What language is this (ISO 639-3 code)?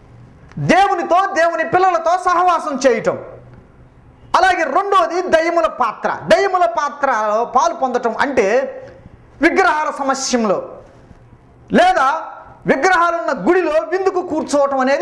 tel